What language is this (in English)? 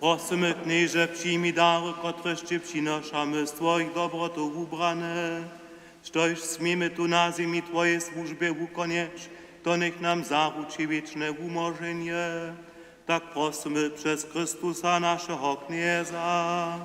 Upper Sorbian